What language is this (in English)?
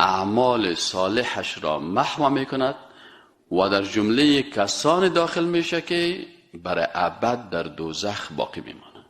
Persian